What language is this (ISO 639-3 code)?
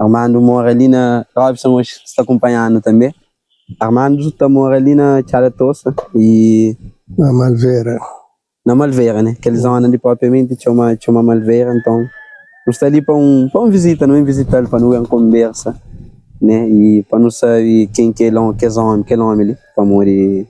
kea